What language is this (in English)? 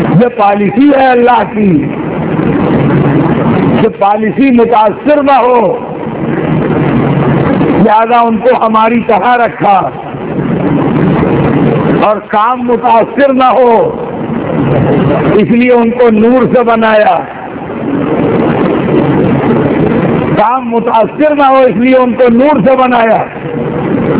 Urdu